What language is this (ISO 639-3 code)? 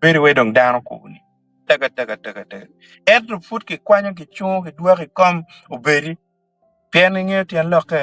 ach